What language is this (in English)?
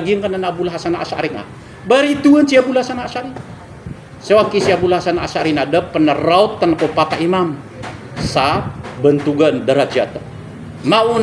Maranao